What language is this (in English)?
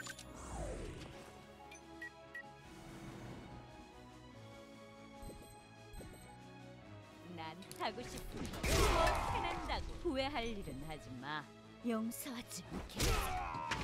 Korean